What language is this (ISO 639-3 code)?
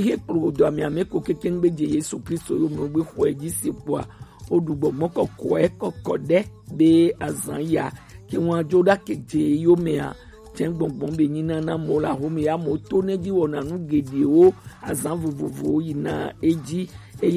gej